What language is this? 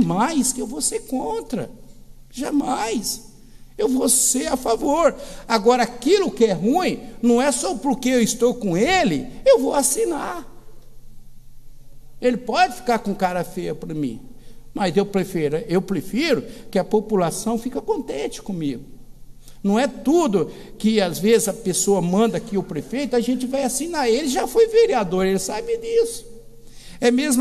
Portuguese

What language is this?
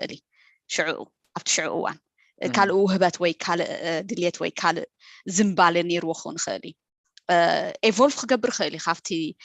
Tigrinya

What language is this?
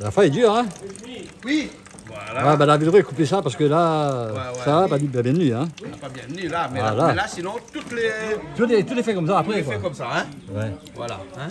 Réunion Creole French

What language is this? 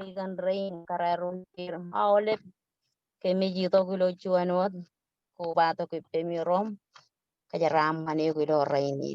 Marshallese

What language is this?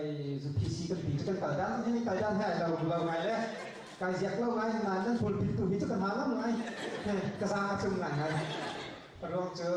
Hakha Chin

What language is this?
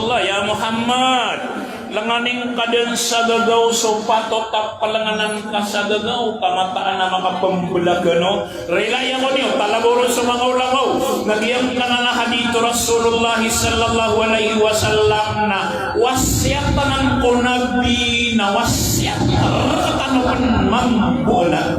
Maranao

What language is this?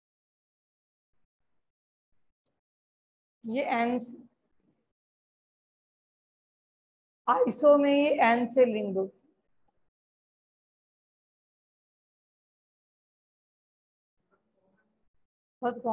Hindi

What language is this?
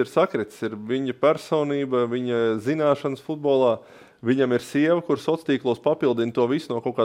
Latvian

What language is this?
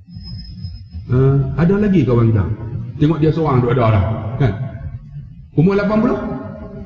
Malay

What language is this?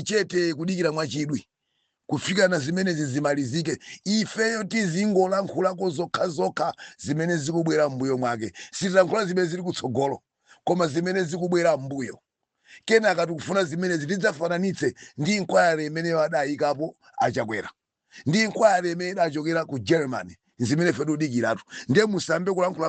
Nyanja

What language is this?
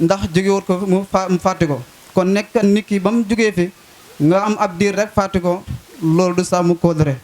Wolof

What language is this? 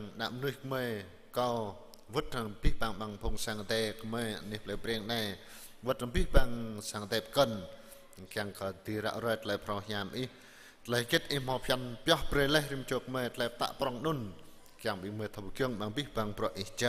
Jarai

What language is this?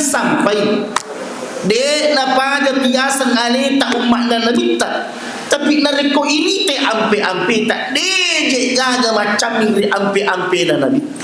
Buginese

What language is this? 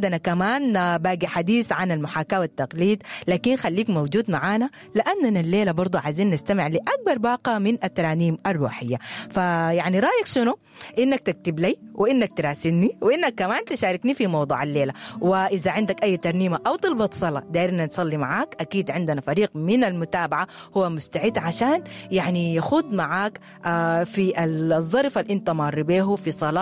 Sudanese Arabic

